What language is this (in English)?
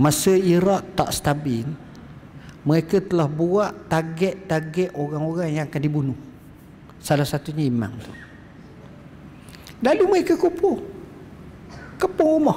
Malay